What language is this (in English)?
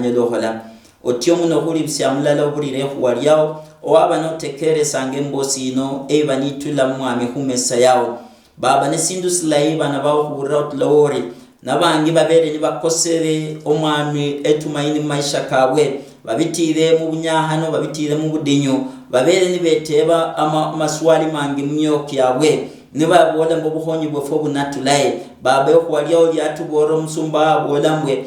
Luyia